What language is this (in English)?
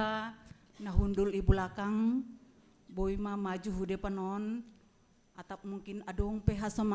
Batak Simalungun